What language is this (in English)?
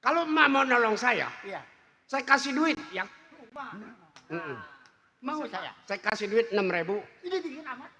Betawi